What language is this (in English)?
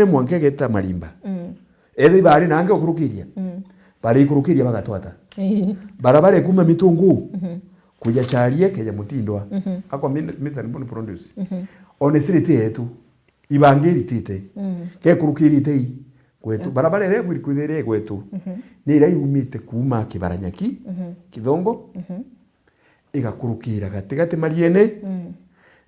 Meru